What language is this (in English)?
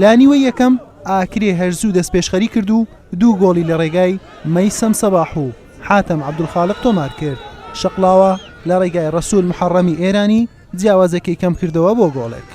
Central Kurdish